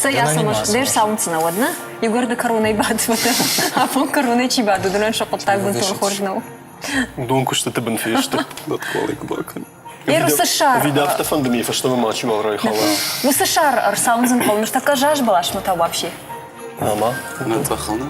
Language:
Ossetic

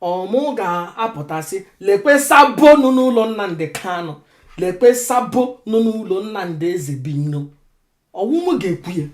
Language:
Igbo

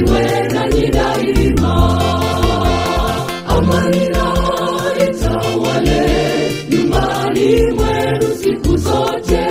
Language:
Swahili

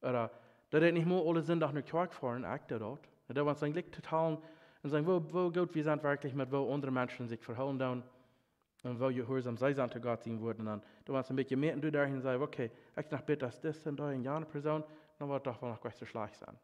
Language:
Plautdietsch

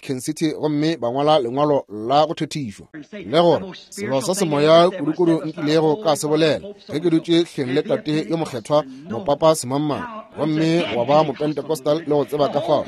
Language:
Northern Sotho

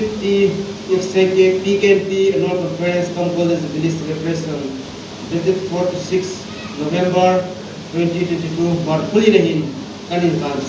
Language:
Hmar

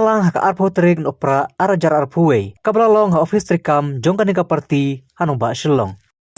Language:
Khasi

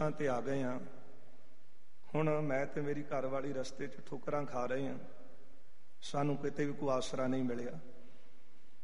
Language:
Punjabi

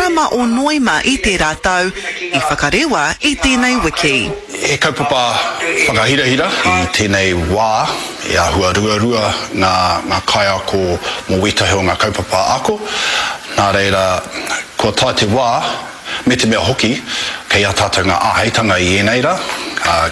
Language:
Māori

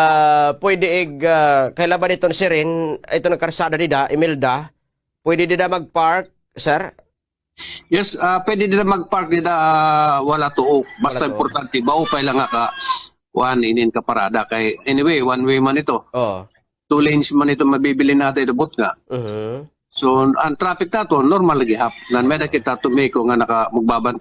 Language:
Waray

